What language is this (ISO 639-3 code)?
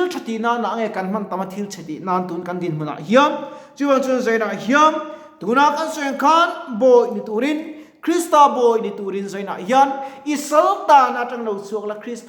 lus